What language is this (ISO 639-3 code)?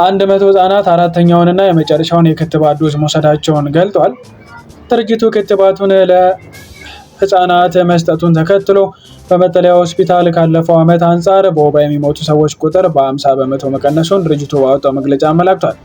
amh